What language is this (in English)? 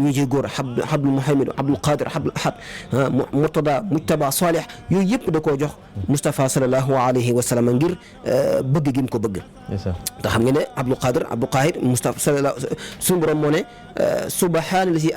Wolof